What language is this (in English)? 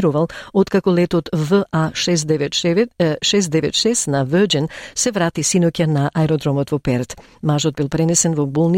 Macedonian